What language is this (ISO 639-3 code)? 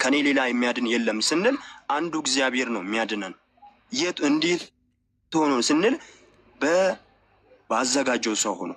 amh